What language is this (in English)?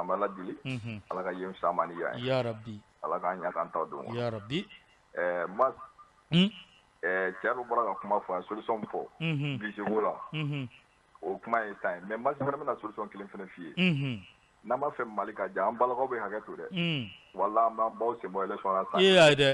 Bambara